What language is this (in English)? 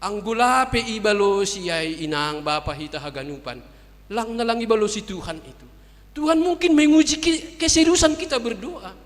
Batak Simalungun